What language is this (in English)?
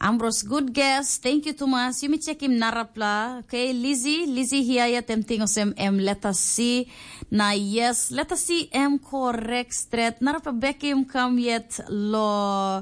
Tok Pisin